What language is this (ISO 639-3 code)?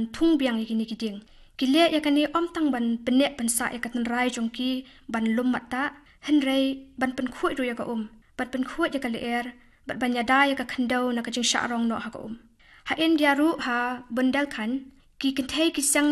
kha